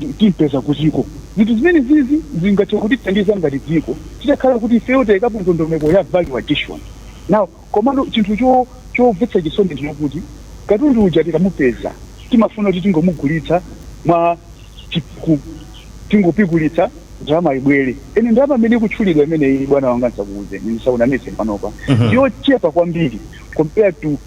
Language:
Nyanja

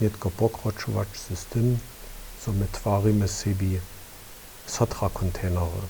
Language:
Upper Sorbian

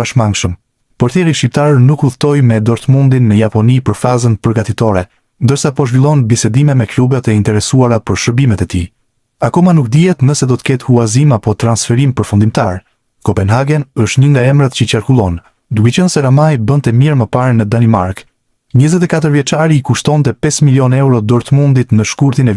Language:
Albanian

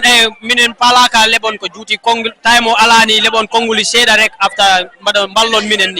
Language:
Fula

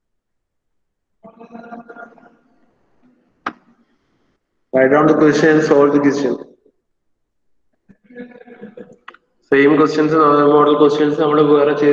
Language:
Malayalam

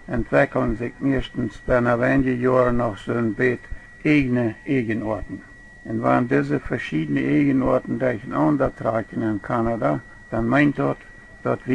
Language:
Plautdietsch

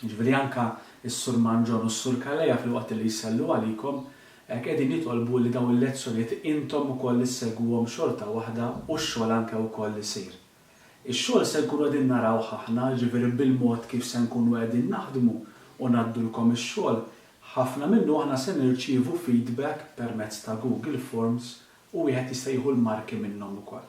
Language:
Maltese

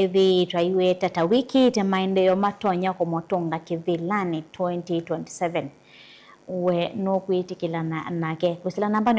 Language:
Kamba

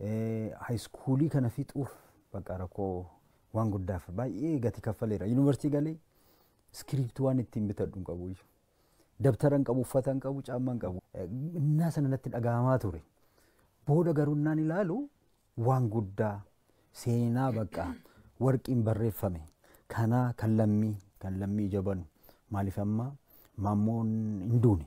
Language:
Oromo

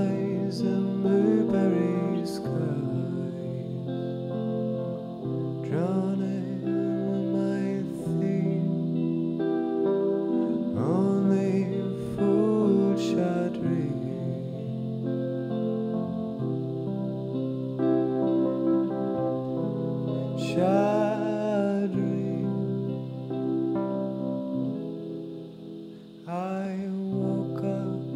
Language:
English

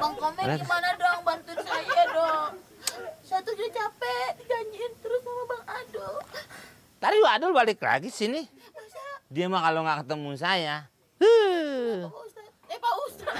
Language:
Betawi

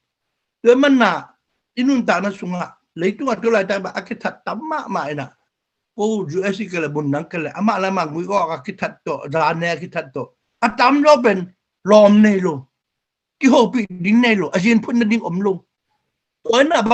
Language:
Tedim Chin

